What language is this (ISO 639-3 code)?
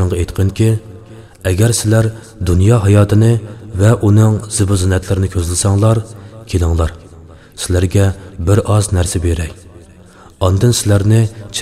uig